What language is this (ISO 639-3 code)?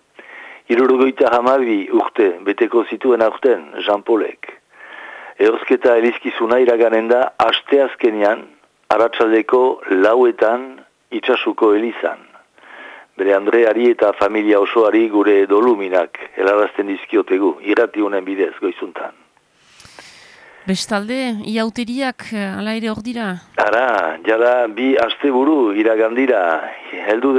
eus